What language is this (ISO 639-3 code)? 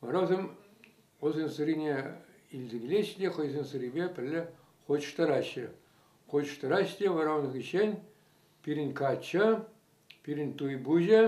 chv